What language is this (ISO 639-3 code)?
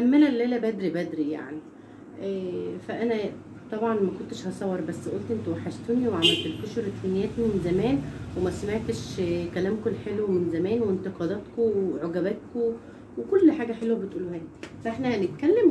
arz